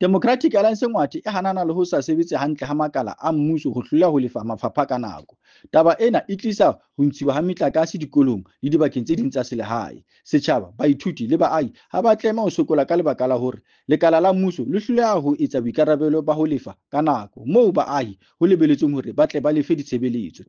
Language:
Southern Sotho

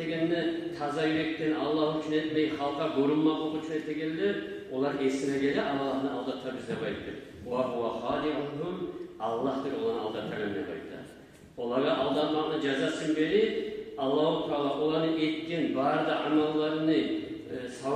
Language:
Kumyk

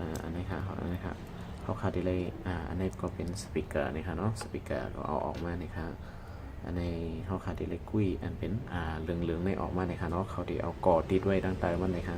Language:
Shan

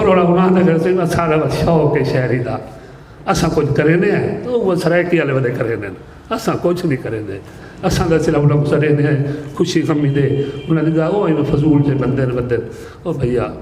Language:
Saraiki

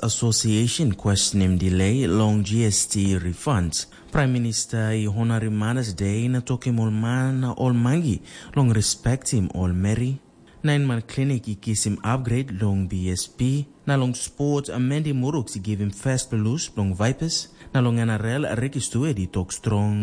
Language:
Tok Pisin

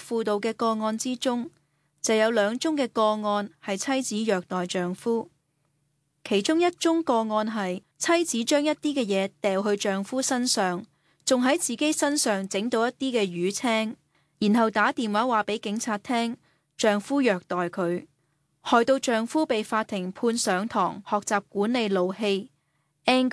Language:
Cantonese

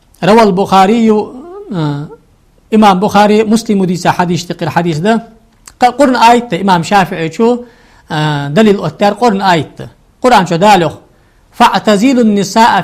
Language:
Ingush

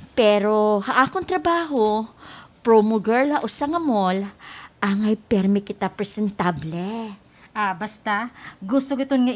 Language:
Waray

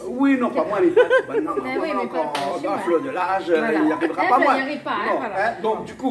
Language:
Réunion Creole French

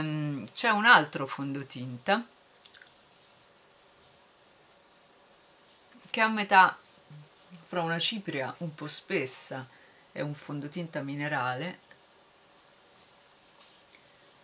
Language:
Italian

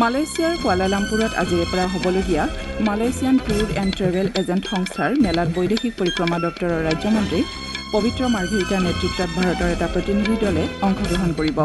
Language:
Assamese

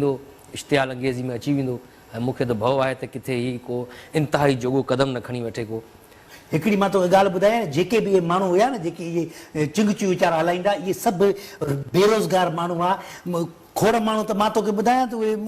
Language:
Sindhi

